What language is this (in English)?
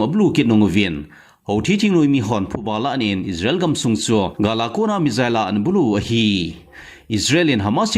Thado Chin